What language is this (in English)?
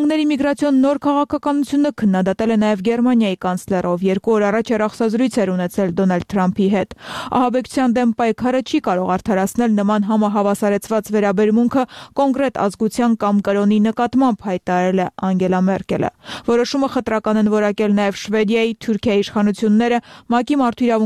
Armenian